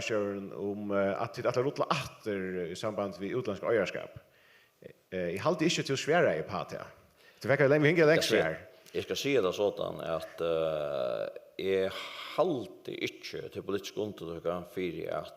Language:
Faroese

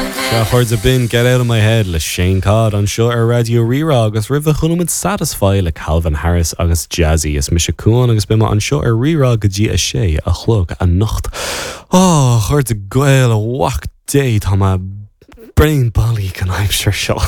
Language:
Irish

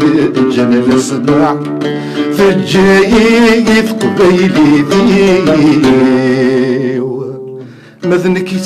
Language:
Kabyle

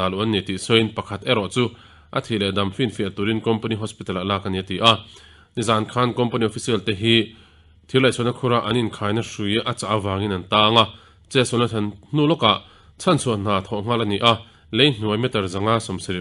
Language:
Mizo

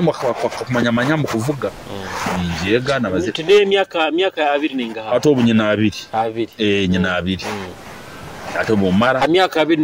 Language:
Nyoro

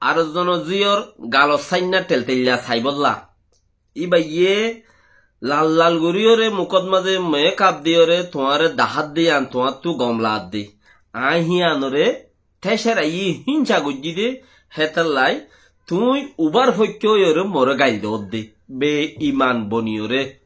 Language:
Rohingya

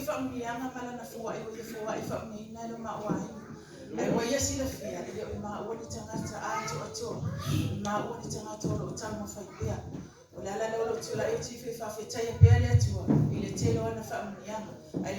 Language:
Samoan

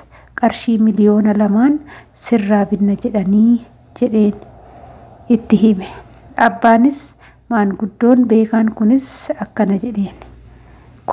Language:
Oromo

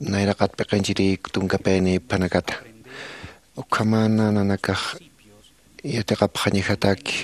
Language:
Aymara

